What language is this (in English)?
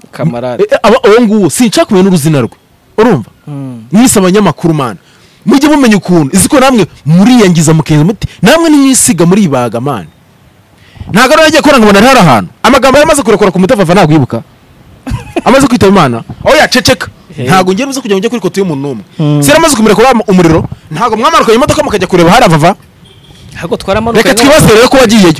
Kinyarwanda